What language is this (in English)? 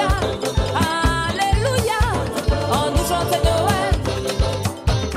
French